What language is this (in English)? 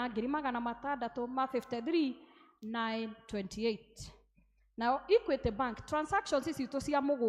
Kikuyu